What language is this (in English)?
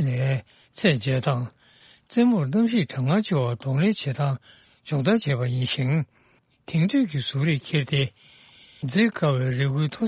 Tibetan